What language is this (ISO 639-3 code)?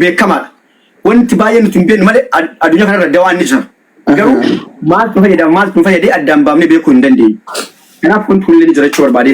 orm